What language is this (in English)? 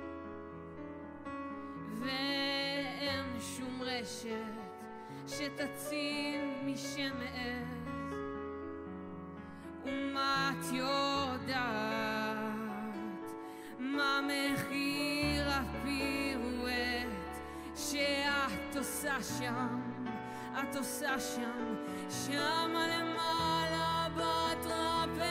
Hebrew